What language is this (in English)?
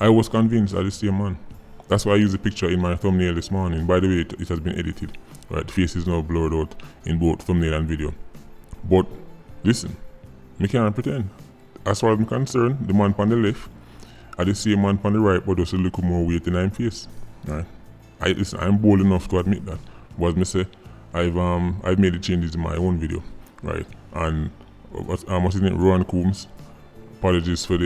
Jamaican Creole English